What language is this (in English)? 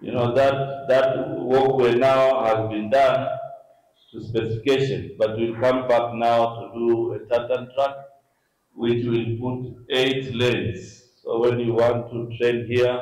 Kamba